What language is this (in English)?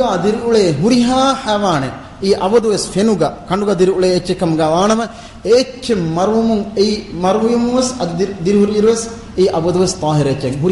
Divehi